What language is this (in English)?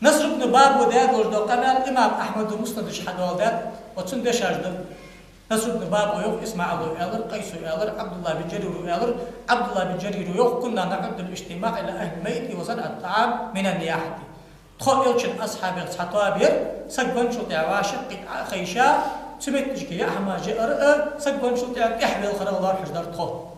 Ingush